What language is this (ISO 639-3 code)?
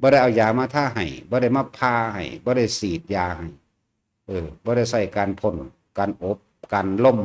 lao